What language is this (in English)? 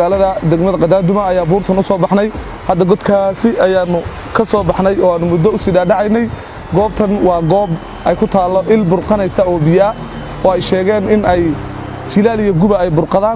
Somali